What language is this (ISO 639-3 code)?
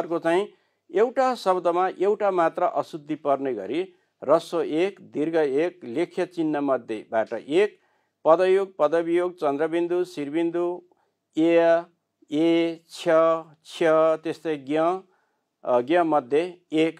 nep